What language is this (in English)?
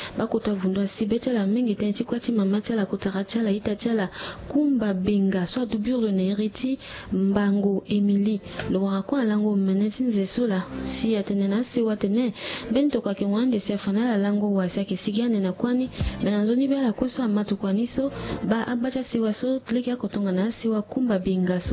Sango